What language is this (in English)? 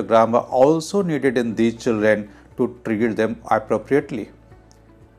English